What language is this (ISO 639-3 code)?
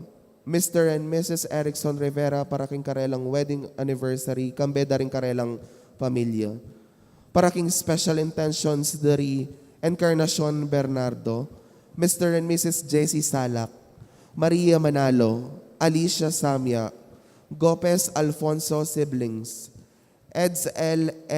pam